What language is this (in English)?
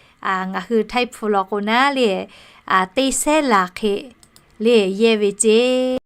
Lahu